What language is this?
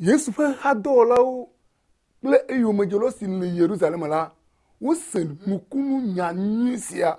Ewe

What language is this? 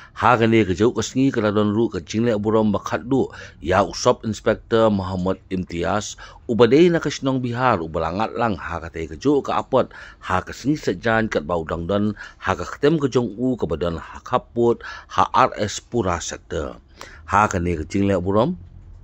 Khasi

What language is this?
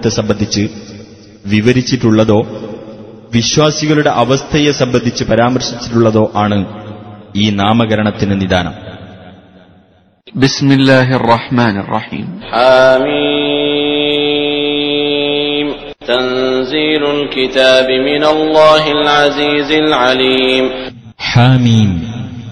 Malayalam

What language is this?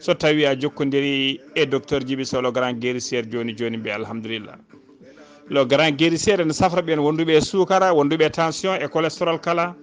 Fula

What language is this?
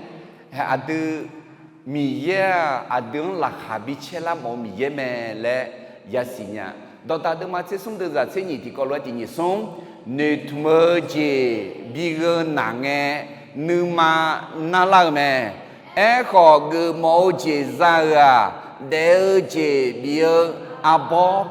Akha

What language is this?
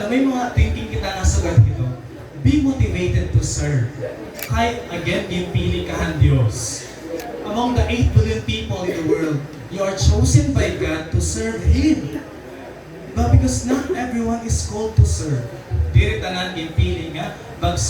Waray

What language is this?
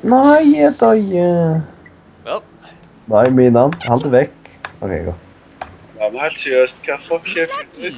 Faroese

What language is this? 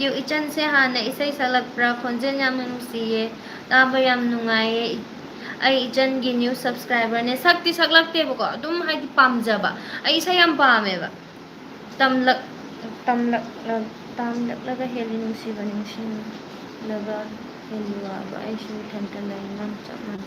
Manipuri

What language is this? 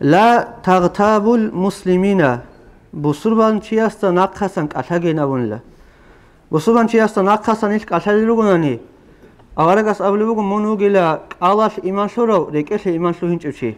Avaric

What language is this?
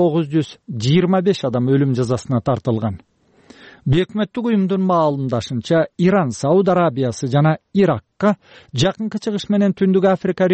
Kyrgyz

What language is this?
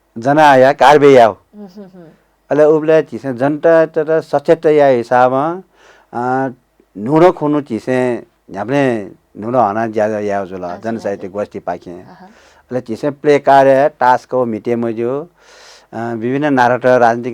Newari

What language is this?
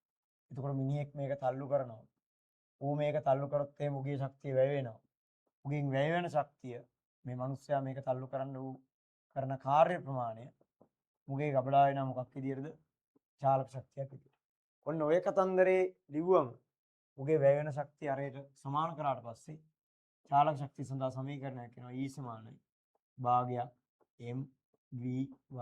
Sinhala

